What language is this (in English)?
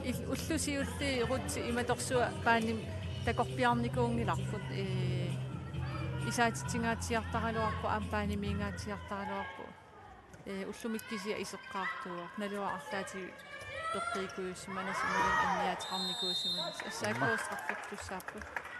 Kalaallisut